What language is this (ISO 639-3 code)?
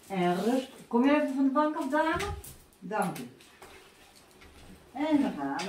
nld